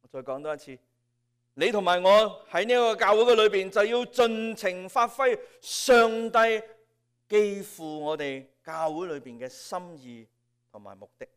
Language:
Cantonese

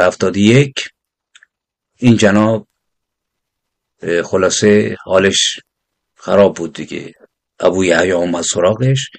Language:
Persian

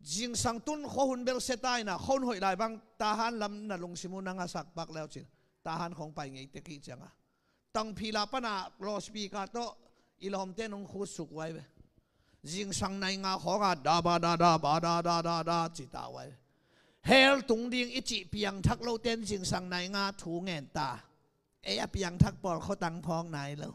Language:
Tedim Chin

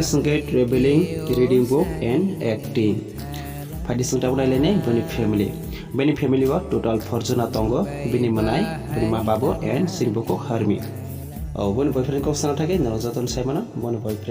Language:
Kok Borok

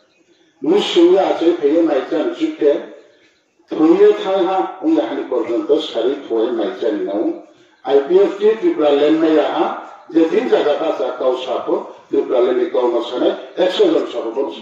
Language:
Riang (India)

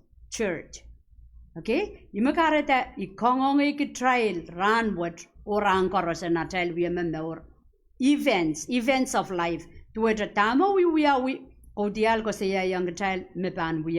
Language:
Pohnpeian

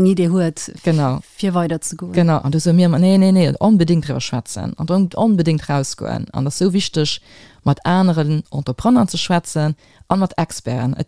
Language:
Luxembourgish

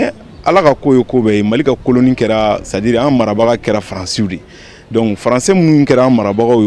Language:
Bambara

